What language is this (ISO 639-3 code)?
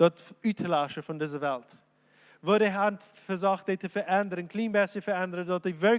pdt